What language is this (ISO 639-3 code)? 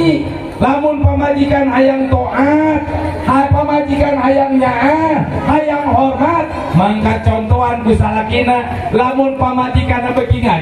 sun